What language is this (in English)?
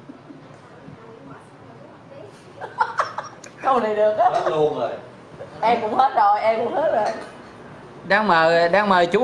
Vietnamese